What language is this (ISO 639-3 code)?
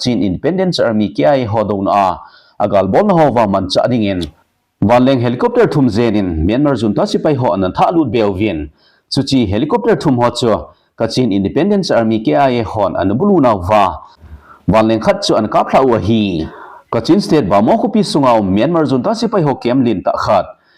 tcz